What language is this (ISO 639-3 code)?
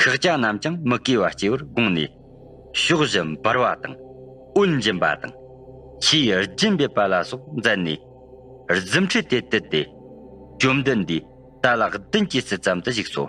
bod